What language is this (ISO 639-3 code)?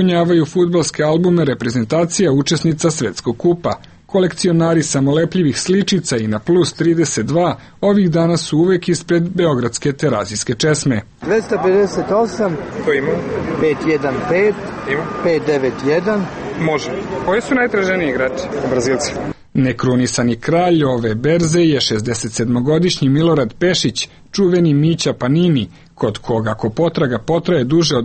srp